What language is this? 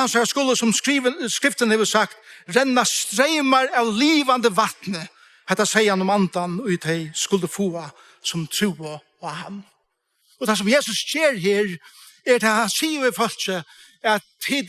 Faroese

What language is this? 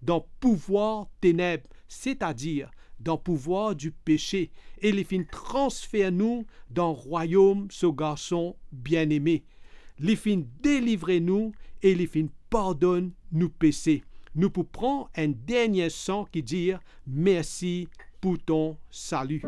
Morisyen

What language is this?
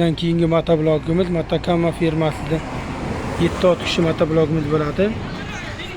Uzbek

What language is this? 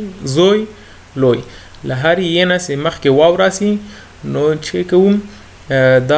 Pashto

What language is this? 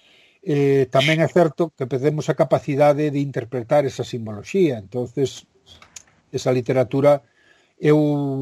Galician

